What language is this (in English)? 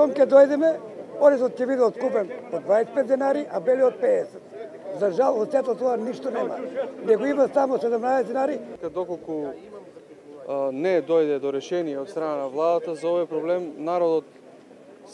Macedonian